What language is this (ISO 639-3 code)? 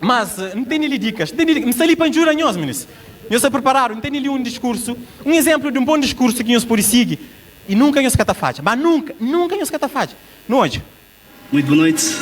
kea